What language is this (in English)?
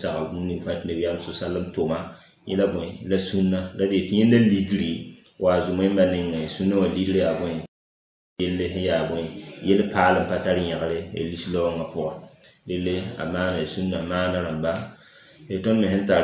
Mossi